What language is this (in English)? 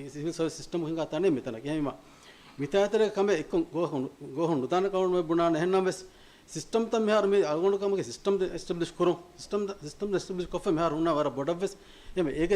Divehi